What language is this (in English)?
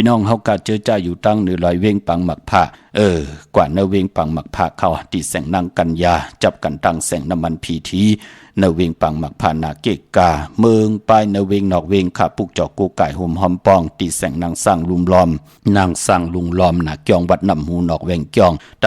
Shan